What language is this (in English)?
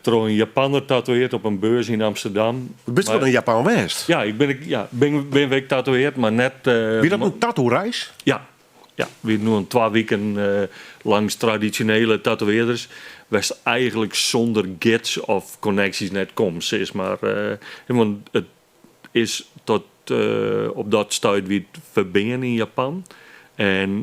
Western Frisian